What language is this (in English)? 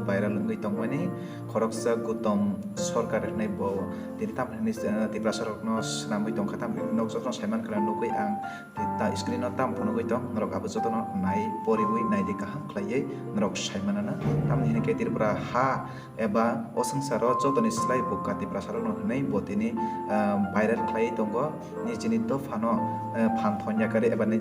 Kok Borok